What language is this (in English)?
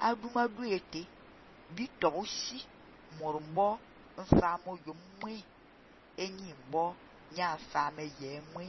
Fang